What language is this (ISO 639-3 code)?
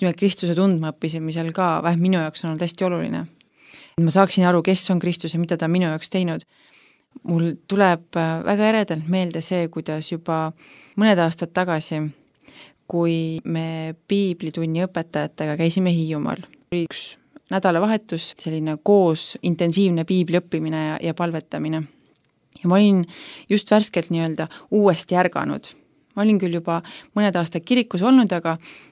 est